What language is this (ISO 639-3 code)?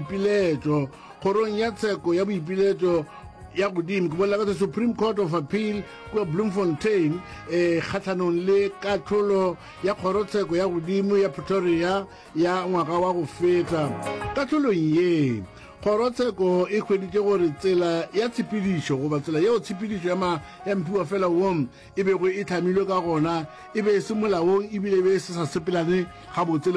nso